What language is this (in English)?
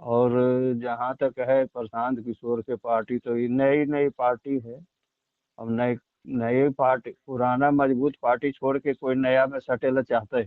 Magahi